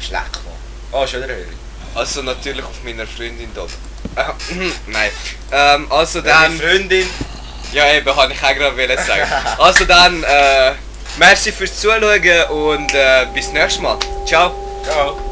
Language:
Swiss German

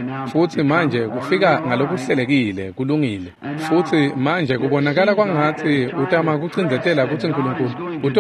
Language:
Swati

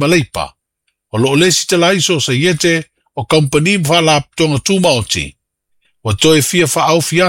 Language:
Samoan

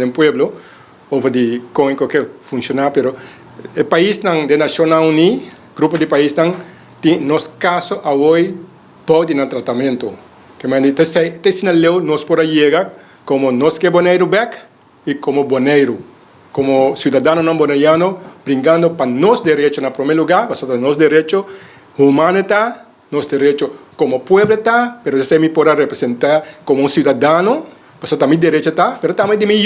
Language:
Papiamento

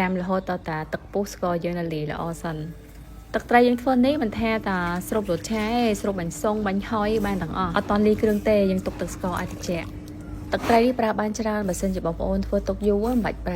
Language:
Khmer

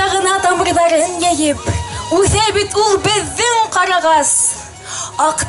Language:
Bashkir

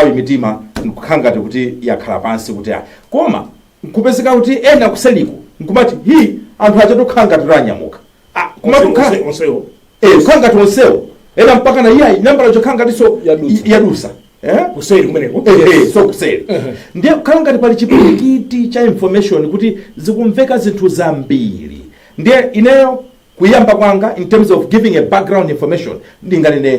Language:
Nyanja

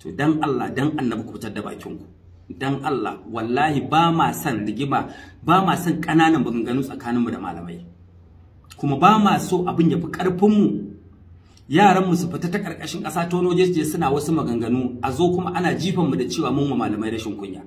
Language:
Hausa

